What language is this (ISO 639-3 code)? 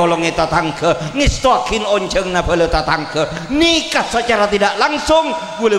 mad